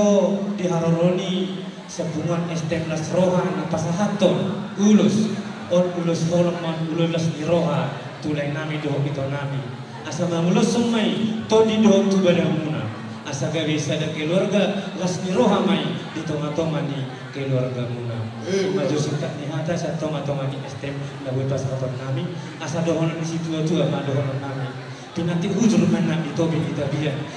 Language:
Batak Toba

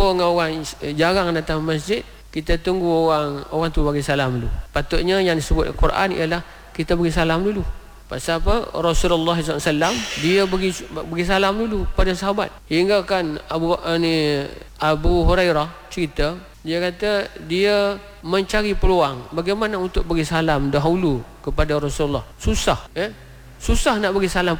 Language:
Malay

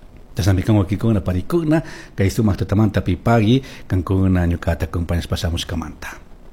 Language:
Chimborazo Highland Quichua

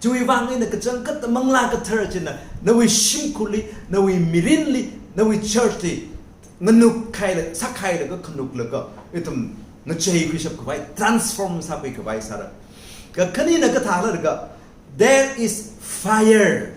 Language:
Tangkhul Naga (India)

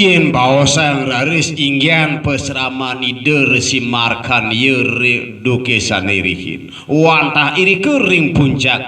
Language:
Balinese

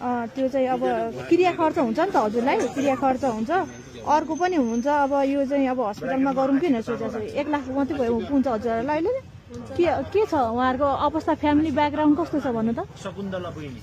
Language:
Nepali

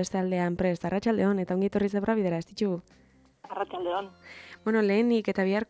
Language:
Basque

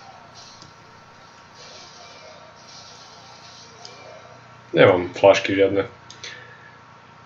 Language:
Slovak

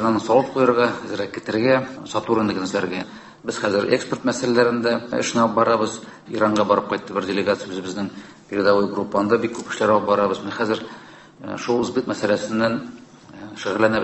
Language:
Tatar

